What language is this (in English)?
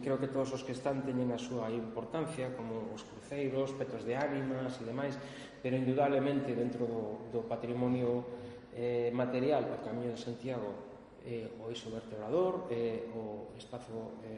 Galician